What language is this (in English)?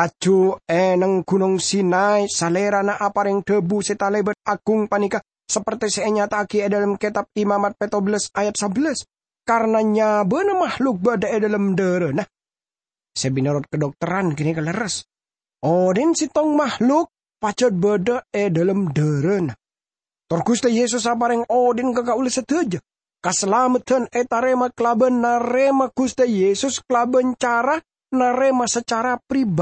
Madurese